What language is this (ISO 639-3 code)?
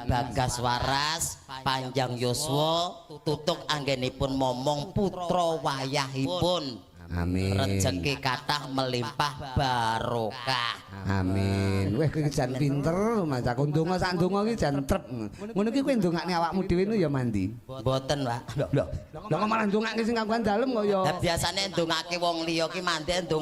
jav